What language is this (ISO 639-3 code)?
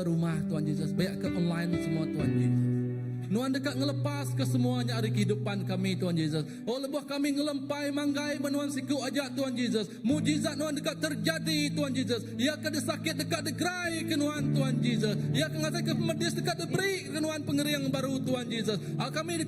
iba